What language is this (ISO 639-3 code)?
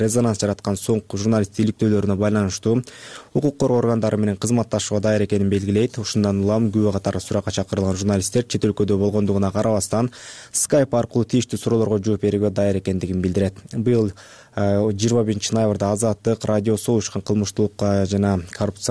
kir